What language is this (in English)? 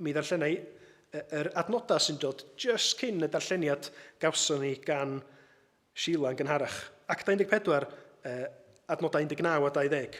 Welsh